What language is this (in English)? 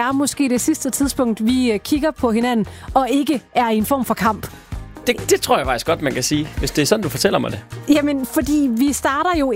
Danish